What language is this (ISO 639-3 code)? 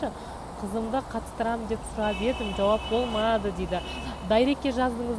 kaz